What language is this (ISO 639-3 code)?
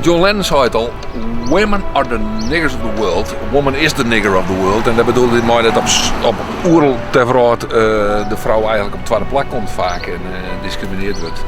fry